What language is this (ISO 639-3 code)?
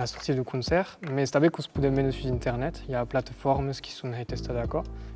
oci